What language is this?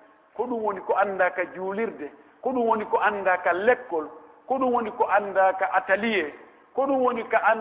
Pular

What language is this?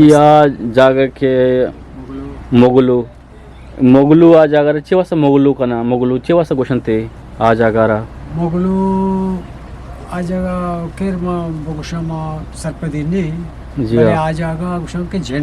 Eastern Balochi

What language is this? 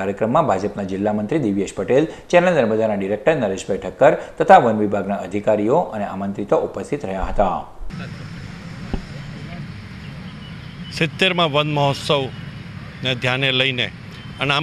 Gujarati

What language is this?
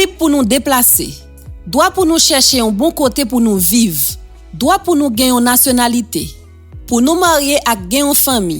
Haitian Creole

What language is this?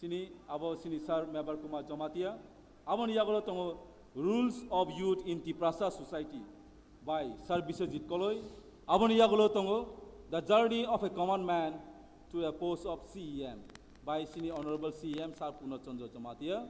Kok Borok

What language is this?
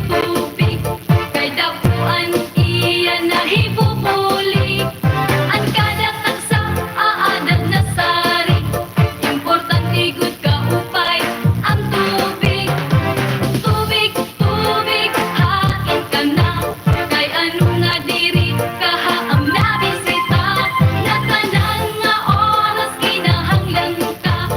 Waray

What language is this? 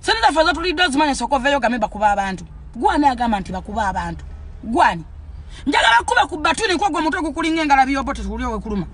Ganda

